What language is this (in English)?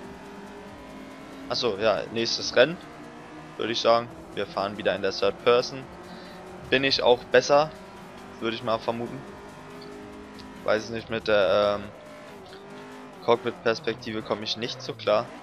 German